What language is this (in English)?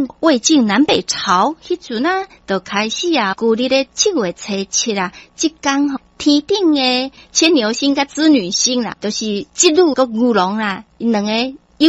Min Nan Chinese